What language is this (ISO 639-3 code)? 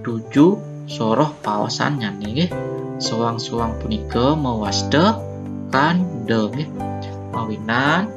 ban